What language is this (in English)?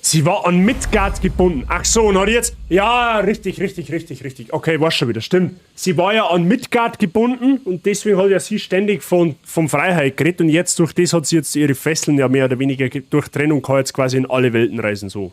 Bavarian